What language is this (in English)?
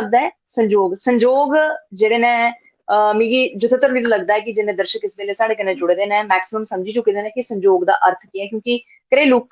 Dogri